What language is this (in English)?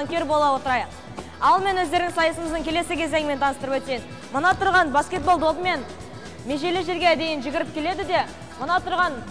Kazakh